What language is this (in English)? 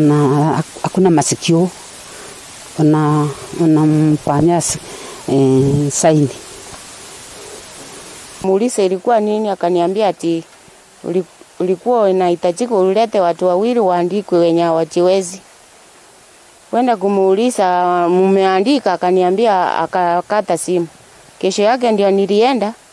Swahili